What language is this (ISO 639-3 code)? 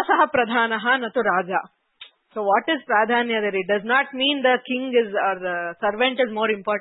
san